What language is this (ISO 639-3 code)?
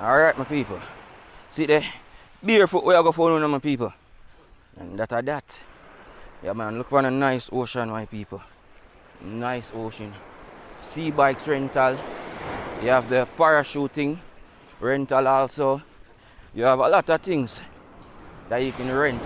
jam